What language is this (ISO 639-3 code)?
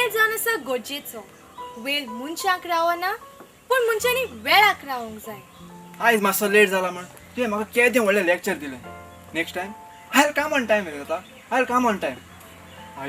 kok